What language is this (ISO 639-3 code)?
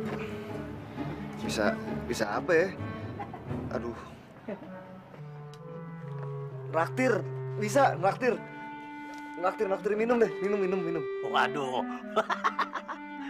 ind